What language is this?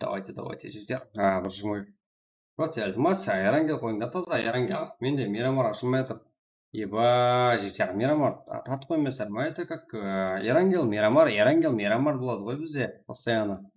Kara-Kalpak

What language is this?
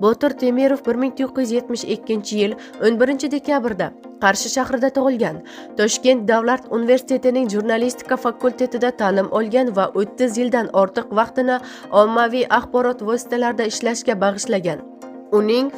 Uzbek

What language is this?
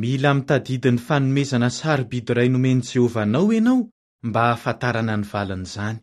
Malagasy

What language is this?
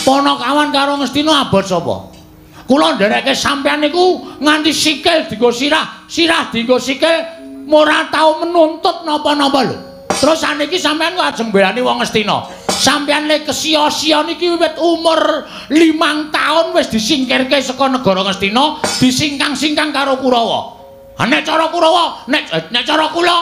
Javanese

